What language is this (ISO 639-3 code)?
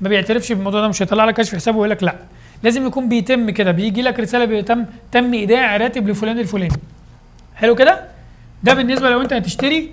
arz